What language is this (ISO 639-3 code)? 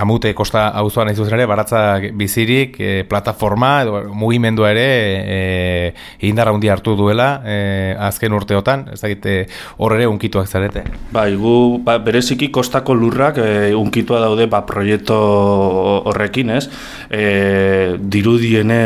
eus